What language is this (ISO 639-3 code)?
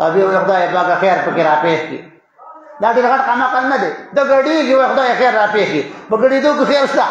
pus